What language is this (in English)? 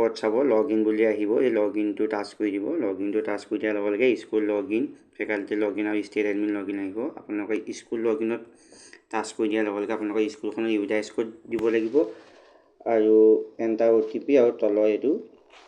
Assamese